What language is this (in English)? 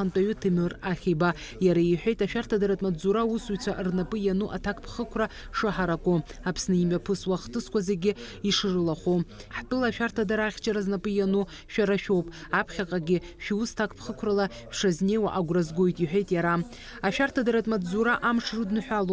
Abkhazian